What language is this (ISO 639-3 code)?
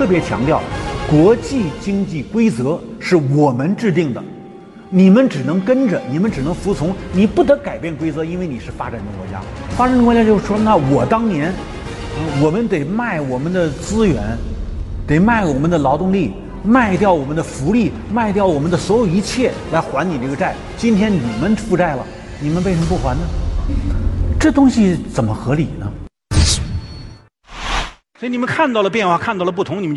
zho